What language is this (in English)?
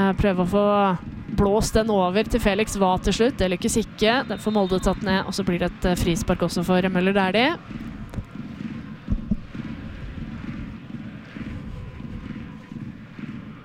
Norwegian